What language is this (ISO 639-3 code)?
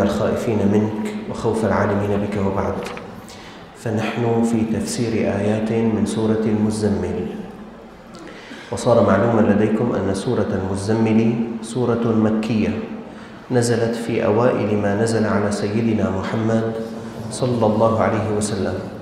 ara